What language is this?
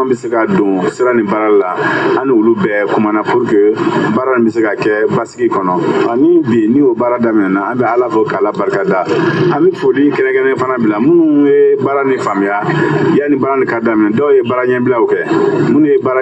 Bambara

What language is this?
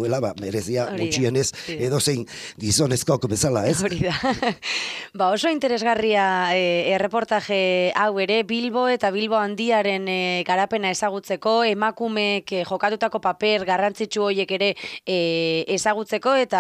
Basque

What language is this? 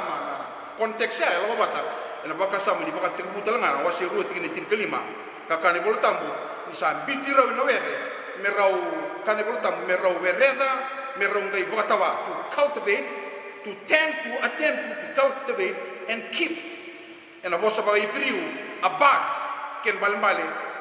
Fijian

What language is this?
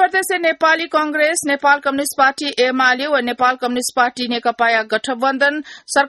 Newari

